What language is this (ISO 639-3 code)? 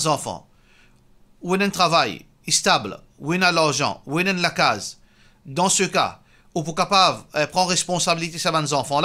mfe